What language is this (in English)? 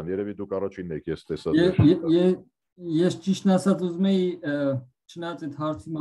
Armenian